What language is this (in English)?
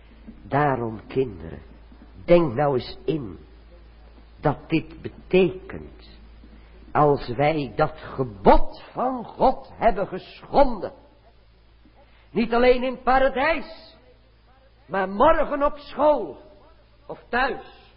Dutch